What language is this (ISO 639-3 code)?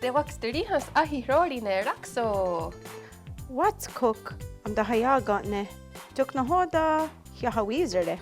moh